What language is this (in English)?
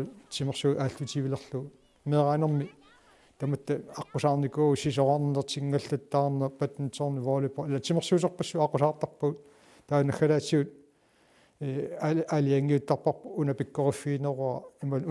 Kalaallisut